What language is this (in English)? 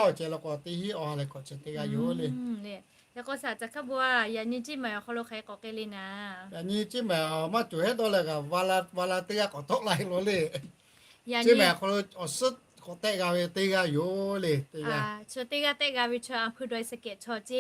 Lahu